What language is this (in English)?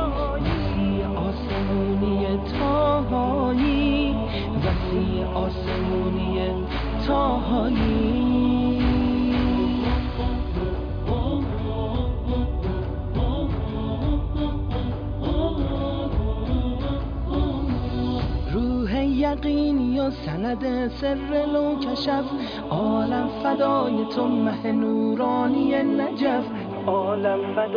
Persian